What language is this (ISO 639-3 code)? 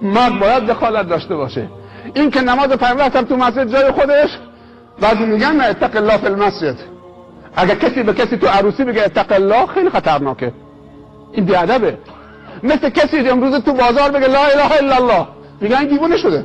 fas